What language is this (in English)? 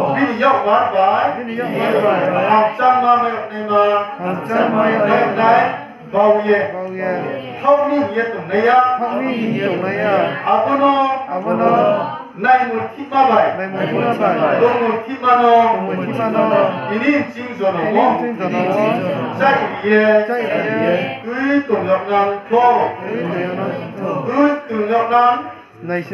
Riang (India)